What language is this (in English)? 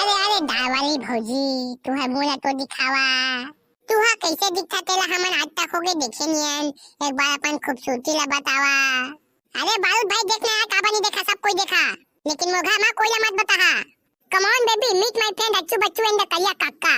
Chhattisgarhi